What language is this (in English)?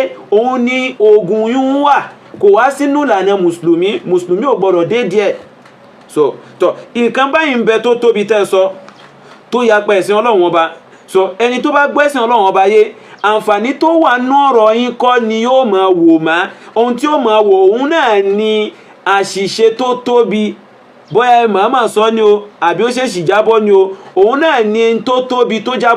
Yoruba